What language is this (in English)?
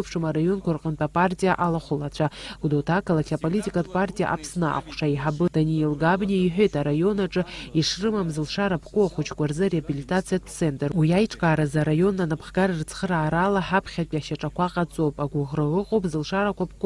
Abkhazian